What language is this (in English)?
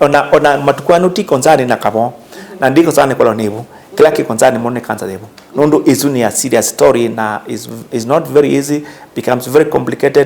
Kamba